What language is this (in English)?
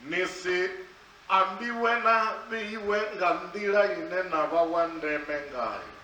Venda